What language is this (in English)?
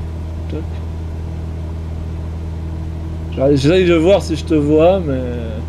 French